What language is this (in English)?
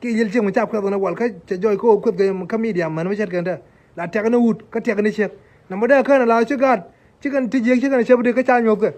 Nuer